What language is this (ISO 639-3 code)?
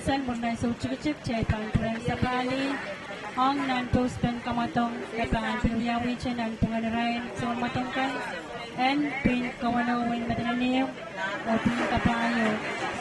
pon